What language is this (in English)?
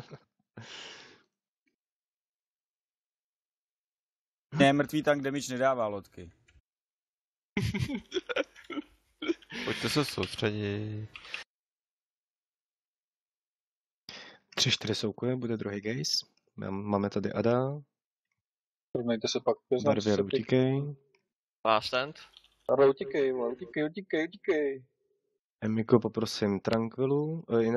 Czech